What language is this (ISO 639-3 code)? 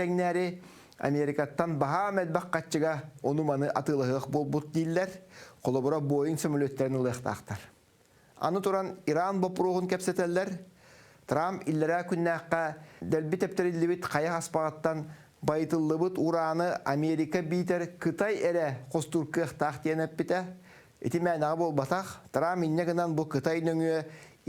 sah